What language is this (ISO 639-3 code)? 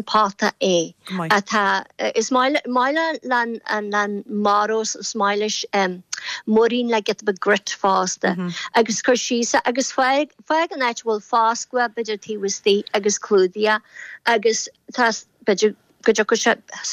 gle